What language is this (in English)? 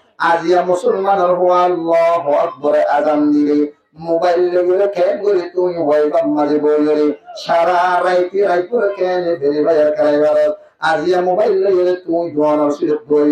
Rohingya